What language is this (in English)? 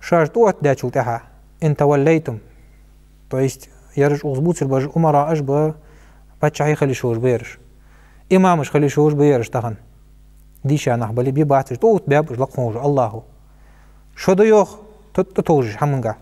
Ingush